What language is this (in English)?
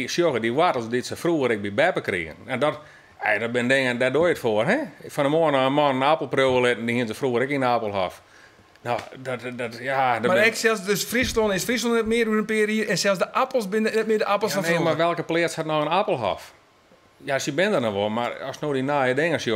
Western Frisian